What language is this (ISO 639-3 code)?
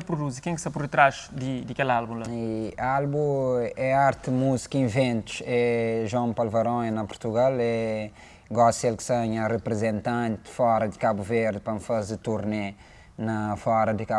kea